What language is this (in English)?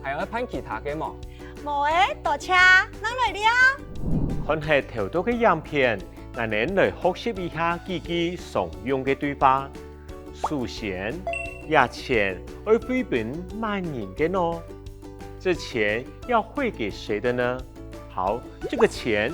Hakka Chinese